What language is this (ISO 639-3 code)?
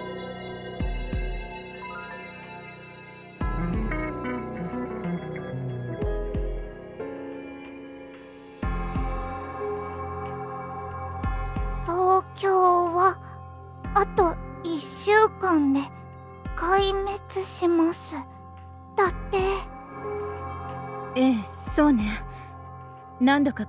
jpn